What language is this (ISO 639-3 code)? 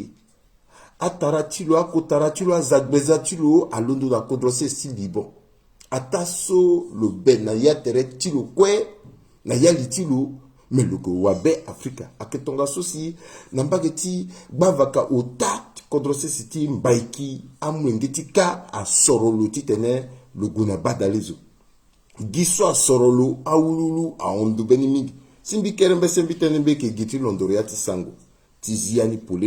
sag